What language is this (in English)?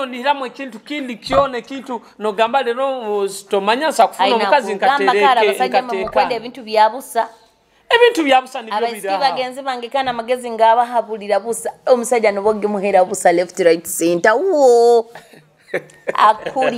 Nyoro